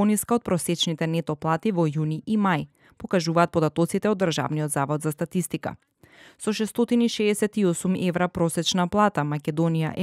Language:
Macedonian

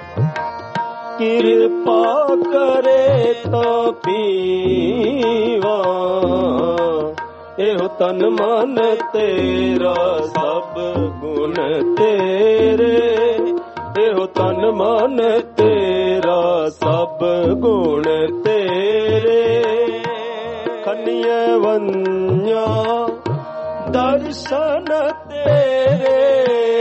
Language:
Punjabi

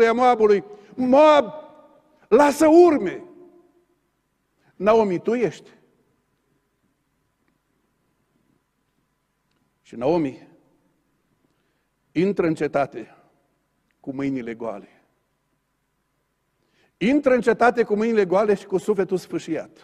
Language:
Romanian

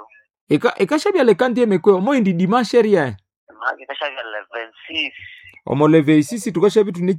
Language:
Nande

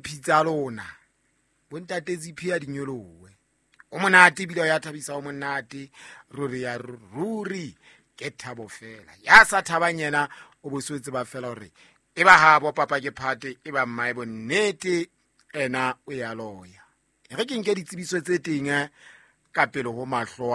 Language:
Southern Sotho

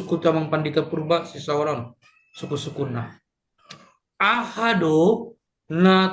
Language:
Batak Toba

